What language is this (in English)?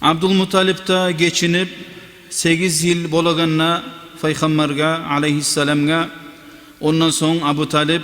Kumyk